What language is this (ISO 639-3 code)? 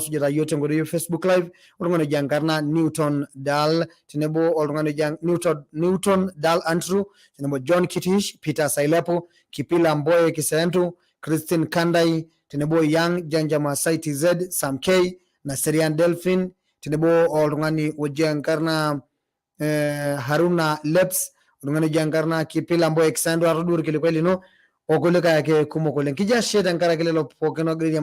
mas